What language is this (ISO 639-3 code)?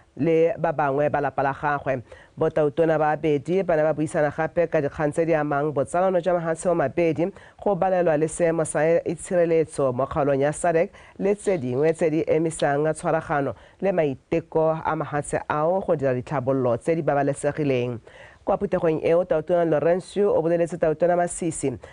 tsn